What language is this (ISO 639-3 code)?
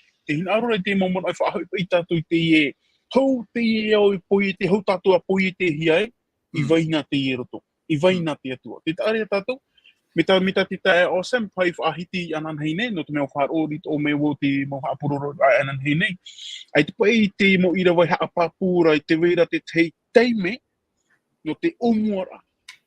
tah